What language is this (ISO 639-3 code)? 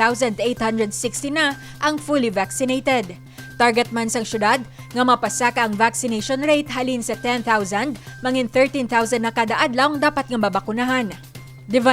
hil